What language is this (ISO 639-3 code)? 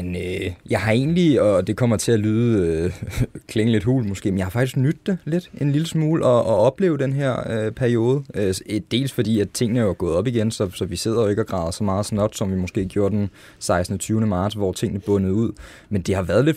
dan